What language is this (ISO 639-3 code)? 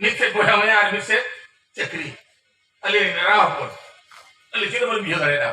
sat